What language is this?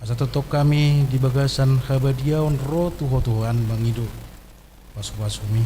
Batak Toba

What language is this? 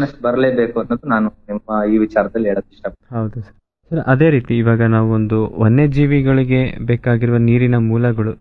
Kannada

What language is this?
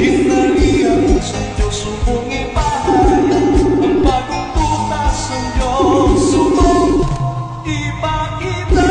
Hiligaynon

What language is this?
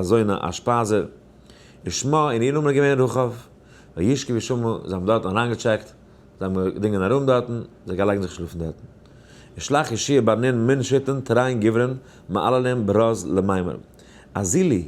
Yiddish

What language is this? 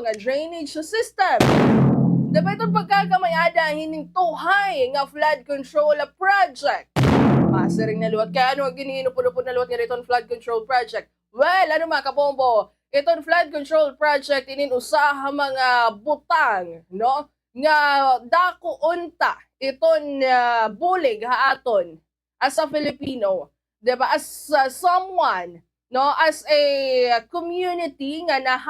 Waray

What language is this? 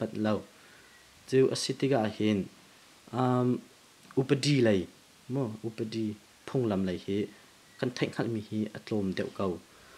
Hakha Chin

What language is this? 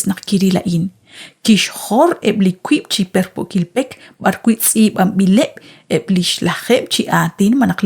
Kekchí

